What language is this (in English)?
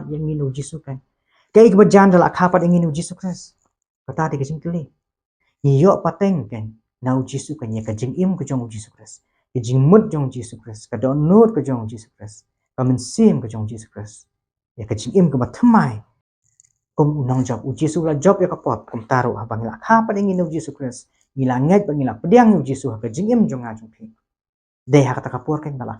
Khasi